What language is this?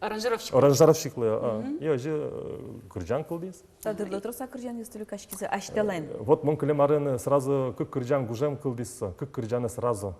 Udmurt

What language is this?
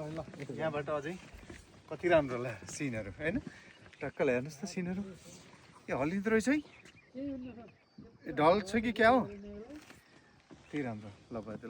Nepali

